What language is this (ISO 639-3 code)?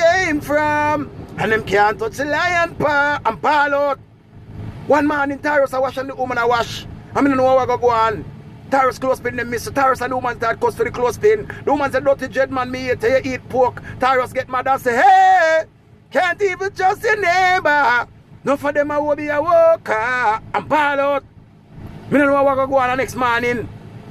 jam